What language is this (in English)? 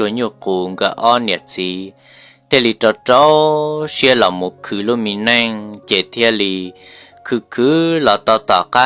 Hmong